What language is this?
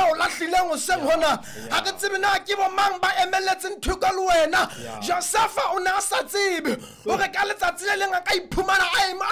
Southern Sotho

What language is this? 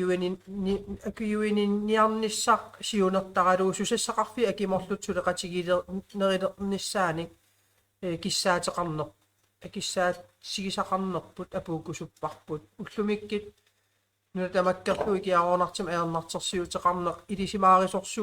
Kalaallisut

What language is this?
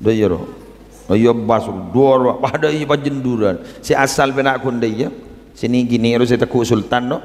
Madurese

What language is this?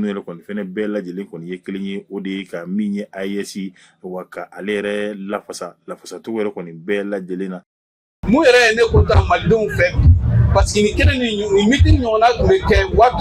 Bambara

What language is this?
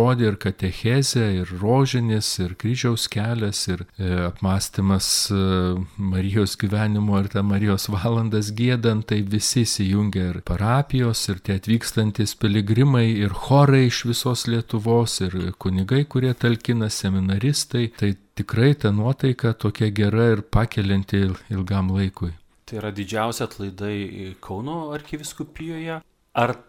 Lithuanian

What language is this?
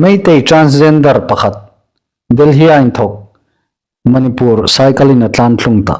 Hmar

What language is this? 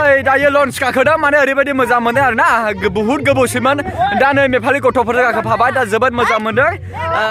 Bodo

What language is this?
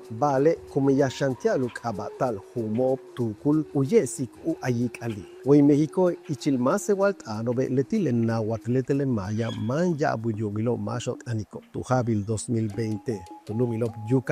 Yucateco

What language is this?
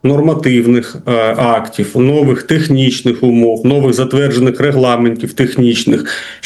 Ukrainian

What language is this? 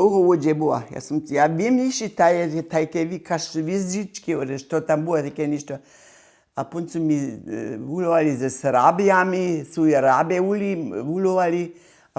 Upper Sorbian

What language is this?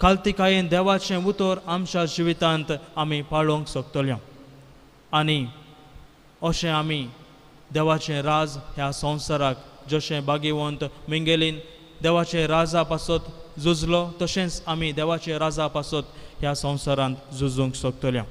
Konkani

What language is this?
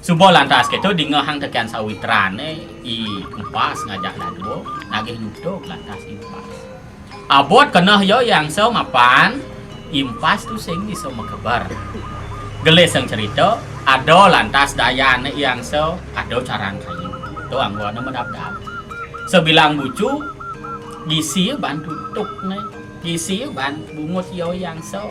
Balinese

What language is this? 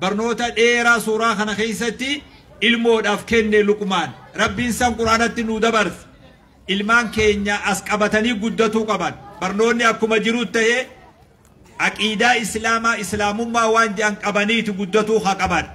Oromo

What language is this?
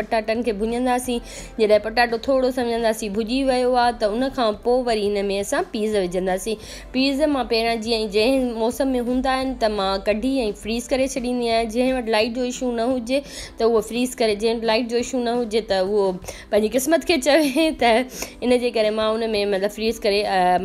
Sindhi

